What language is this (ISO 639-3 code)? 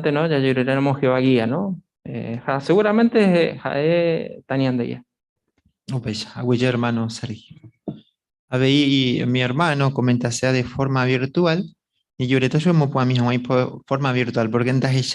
grn